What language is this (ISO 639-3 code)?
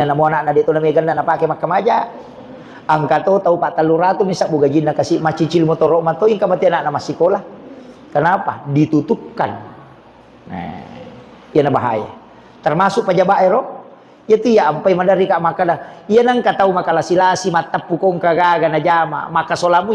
bug